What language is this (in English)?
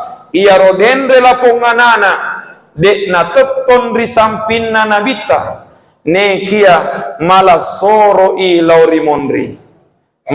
Buginese